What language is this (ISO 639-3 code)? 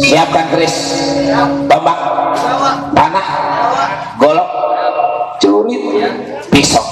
bew